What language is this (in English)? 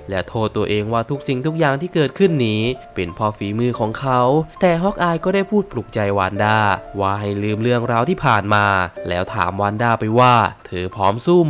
Thai